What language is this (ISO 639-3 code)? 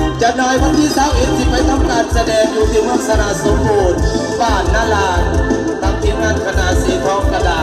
lao